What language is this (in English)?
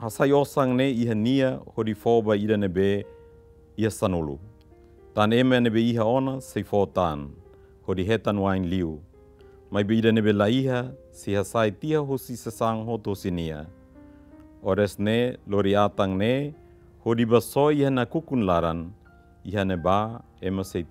Tetum